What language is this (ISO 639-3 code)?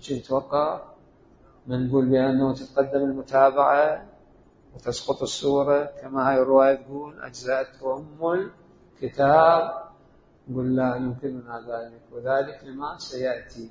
acm